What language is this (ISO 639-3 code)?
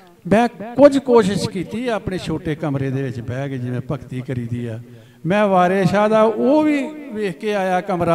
pan